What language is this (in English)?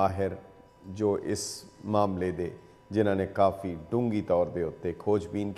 Punjabi